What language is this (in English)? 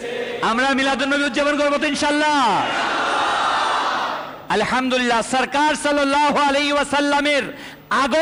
Bangla